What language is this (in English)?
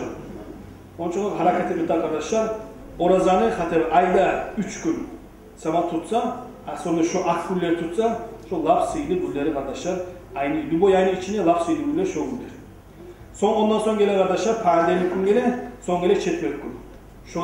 Kumyk